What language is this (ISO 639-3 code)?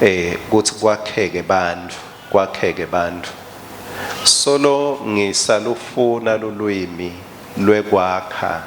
ssw